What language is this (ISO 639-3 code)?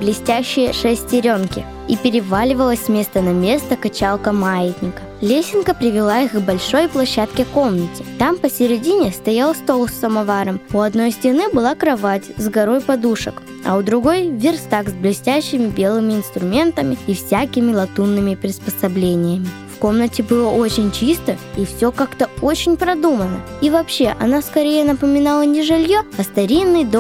rus